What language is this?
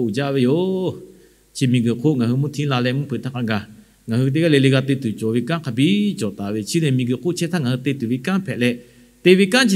Lahu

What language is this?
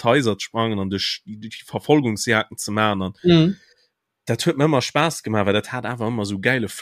Luxembourgish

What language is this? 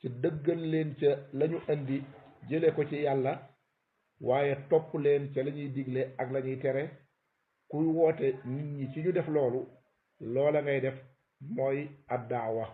Wolof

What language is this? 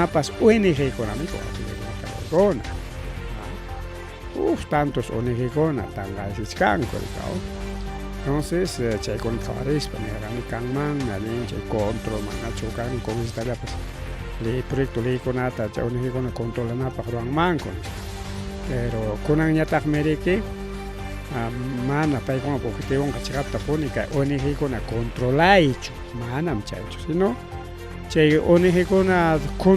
Ayacucho Quechua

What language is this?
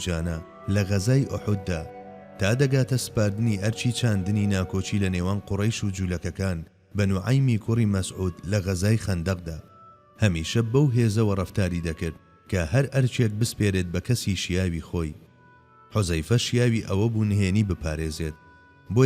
Central Kurdish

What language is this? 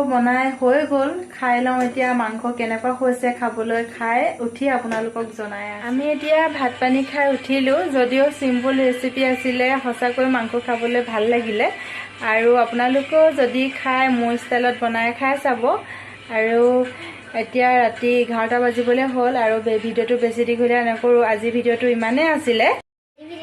Assamese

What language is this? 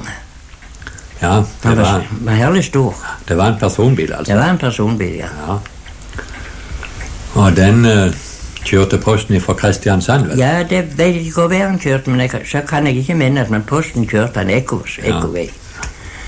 Norwegian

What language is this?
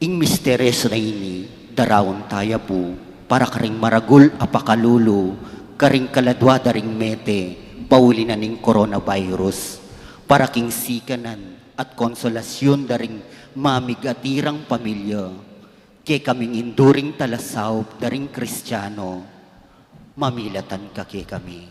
Pampanga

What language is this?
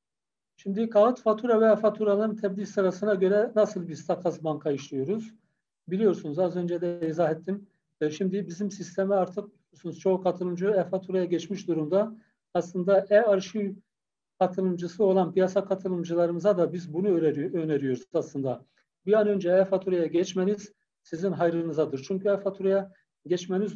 Turkish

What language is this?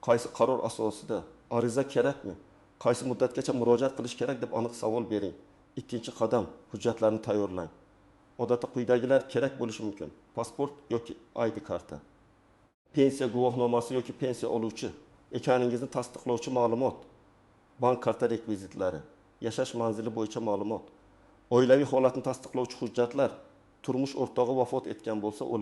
Uzbek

